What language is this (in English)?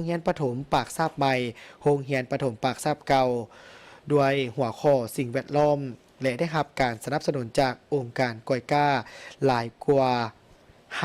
Lao